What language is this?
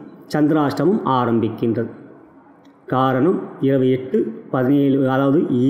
Tamil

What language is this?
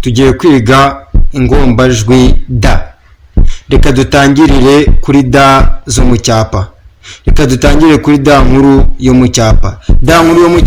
Kinyarwanda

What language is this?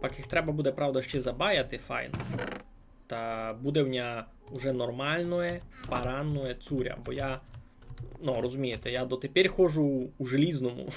Rusyn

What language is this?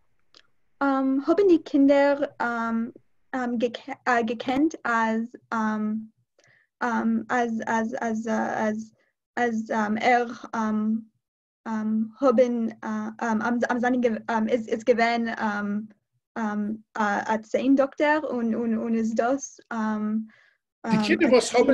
Yiddish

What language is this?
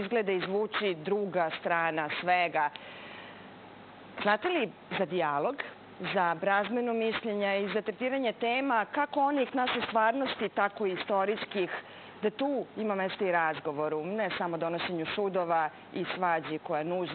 Serbian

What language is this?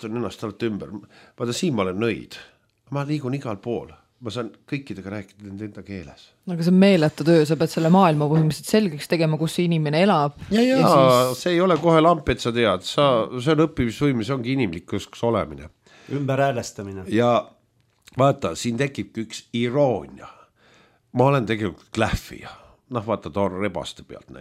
Estonian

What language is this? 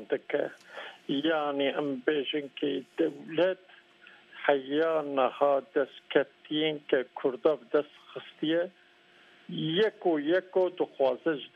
Kurdish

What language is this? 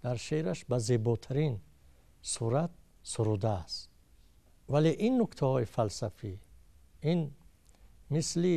Tajik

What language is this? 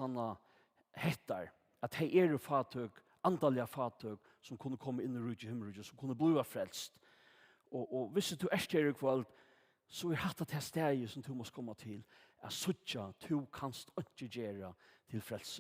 Faroese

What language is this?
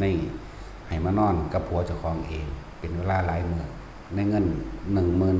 Northeastern Thai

